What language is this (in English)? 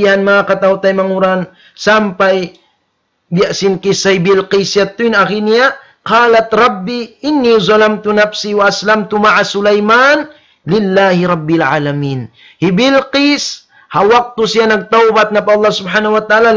Tausug